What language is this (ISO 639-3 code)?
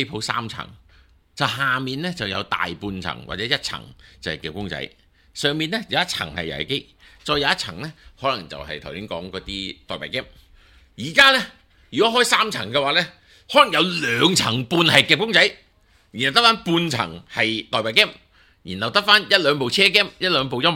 yue